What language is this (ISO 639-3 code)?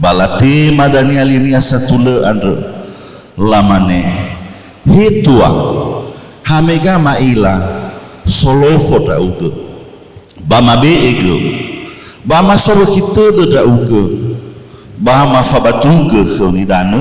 nia